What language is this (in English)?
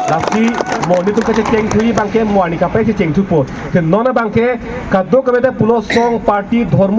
Karbi